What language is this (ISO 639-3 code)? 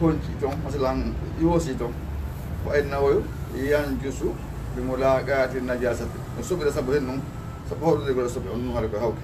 ful